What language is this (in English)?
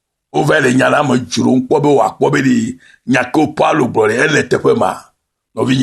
Ewe